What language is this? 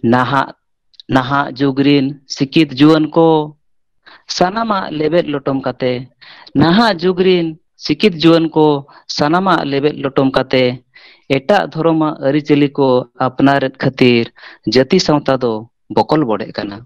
Santali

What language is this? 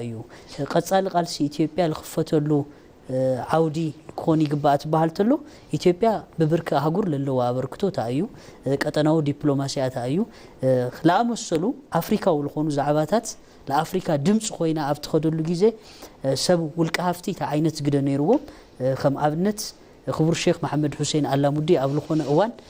Tigrinya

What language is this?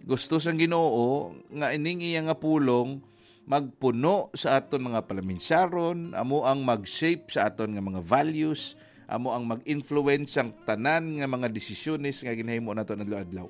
Hiligaynon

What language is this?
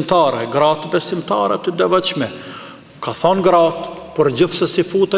Albanian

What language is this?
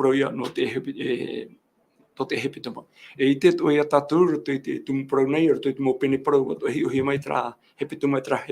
Tahitian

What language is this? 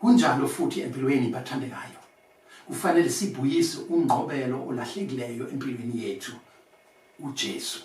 Zulu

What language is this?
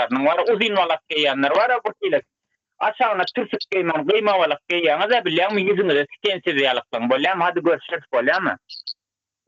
Turkmen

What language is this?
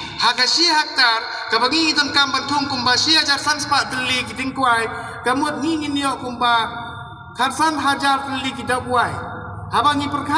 Khasi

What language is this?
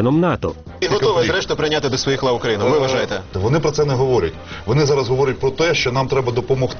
Ukrainian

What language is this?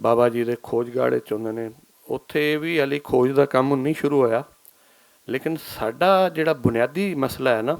Western Panjabi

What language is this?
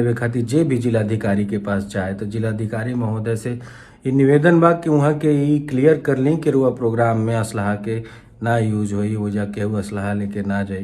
Bhojpuri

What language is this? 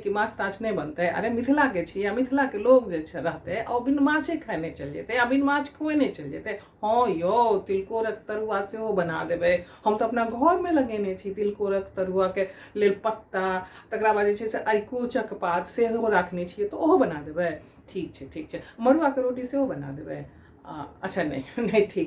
Maithili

